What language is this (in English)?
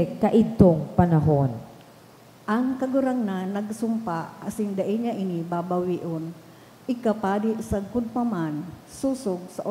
Bikol